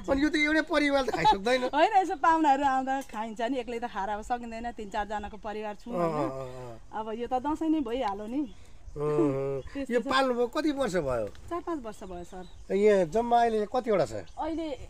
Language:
Nepali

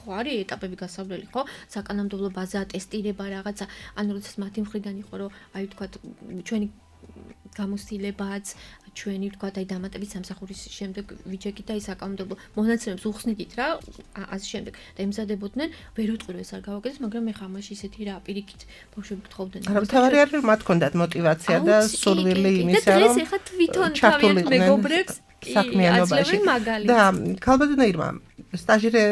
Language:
Georgian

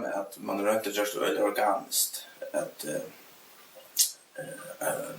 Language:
Faroese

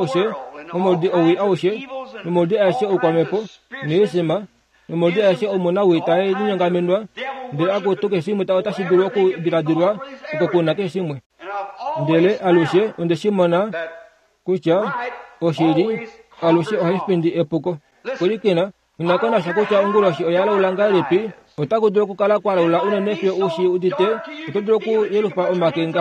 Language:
Kuanyama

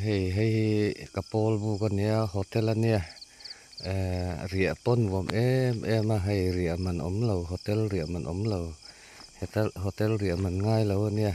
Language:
Mizo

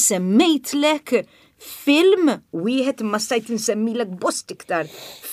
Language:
Maltese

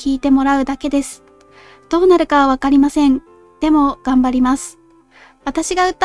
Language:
Japanese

